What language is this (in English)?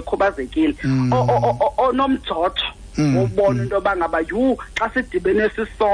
Xhosa